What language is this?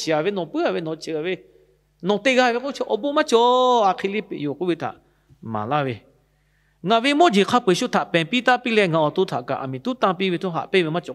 Lahu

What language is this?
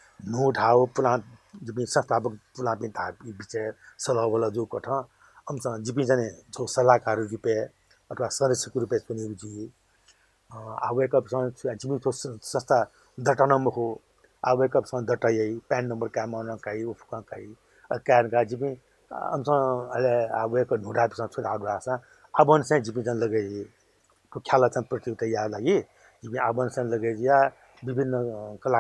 Newari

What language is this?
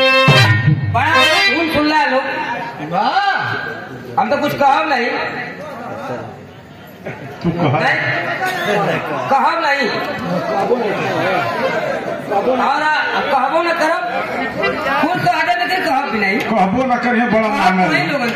Bhojpuri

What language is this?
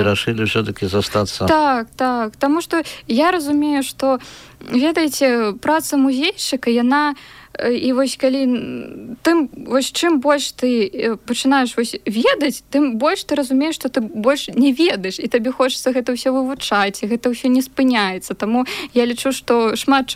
Belarusian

